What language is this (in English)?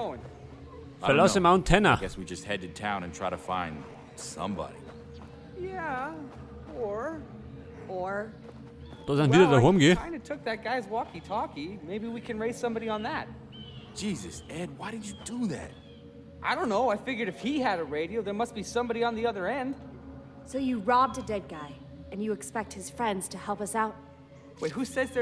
Bavarian